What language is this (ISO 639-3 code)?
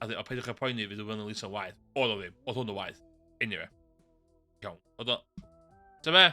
cym